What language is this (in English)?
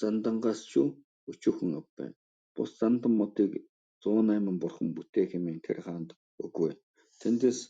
Mongolian